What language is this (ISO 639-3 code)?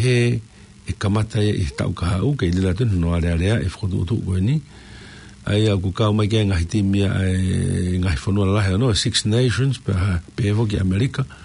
ton